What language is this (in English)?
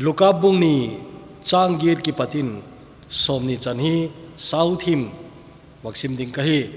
Thado Chin